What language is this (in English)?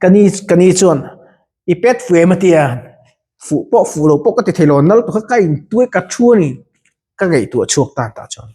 Mizo